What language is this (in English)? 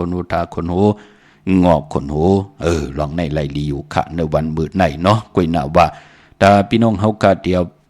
Shan